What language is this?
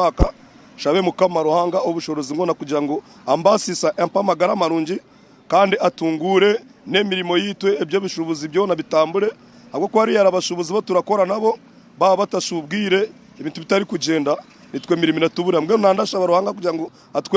Nyankole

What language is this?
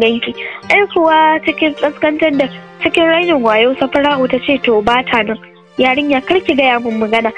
Hausa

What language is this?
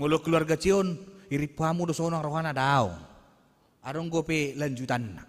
Batak Toba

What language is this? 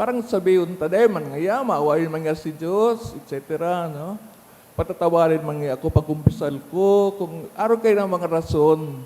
Bikol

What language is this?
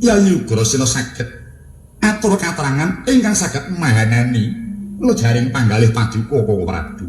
Javanese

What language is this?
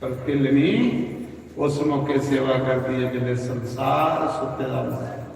Dogri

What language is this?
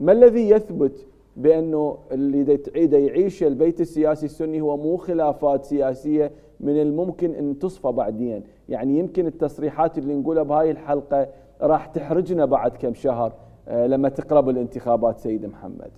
Mesopotamian Arabic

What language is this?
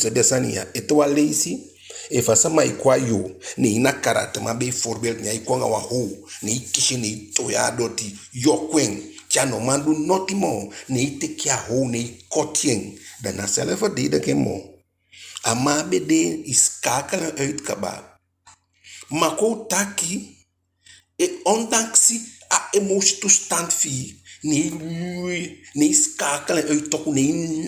Eastern Maroon Creole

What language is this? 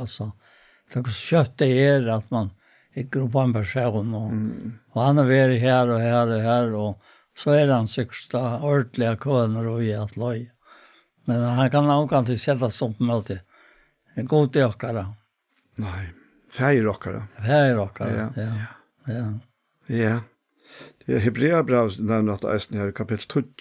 Faroese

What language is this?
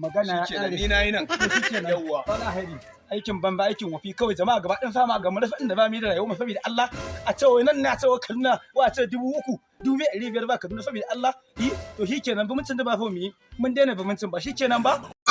Hausa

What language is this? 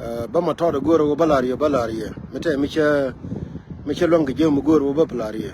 Nuer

